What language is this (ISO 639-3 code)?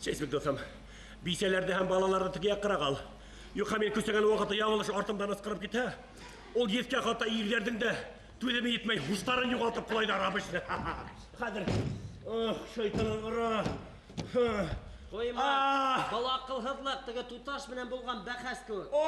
bak